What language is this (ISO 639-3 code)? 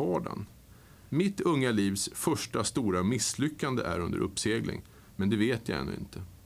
swe